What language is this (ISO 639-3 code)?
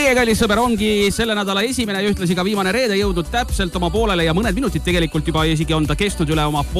est